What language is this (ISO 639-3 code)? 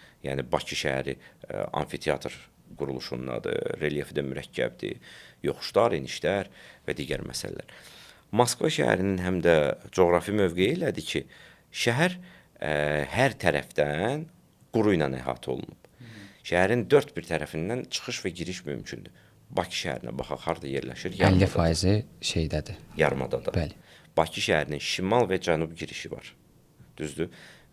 aze